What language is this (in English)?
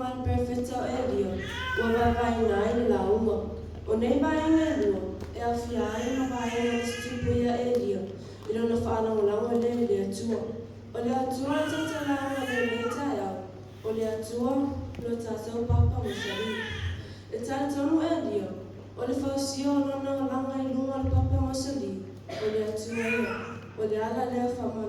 Samoan